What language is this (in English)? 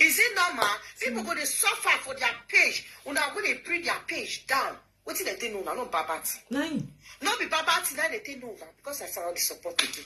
Nigerian Pidgin